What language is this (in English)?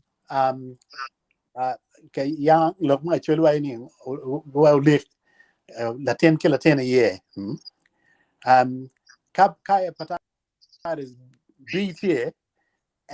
Acoli